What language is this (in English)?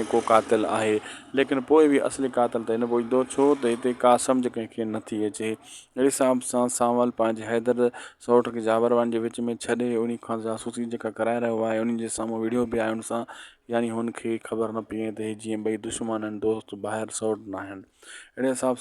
Sindhi